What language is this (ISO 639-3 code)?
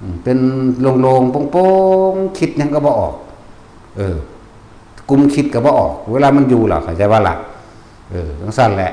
tts